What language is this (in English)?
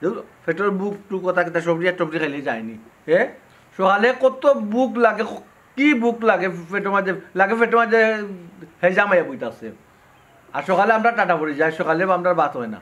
Sylheti